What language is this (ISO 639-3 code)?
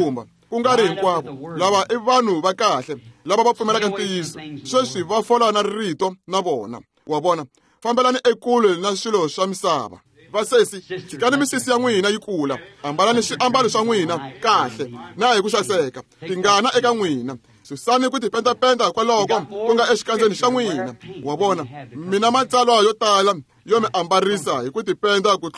tso